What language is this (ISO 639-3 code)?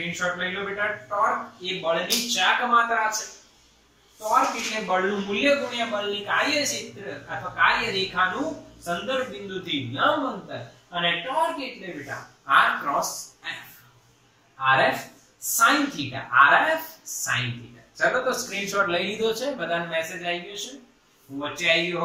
guj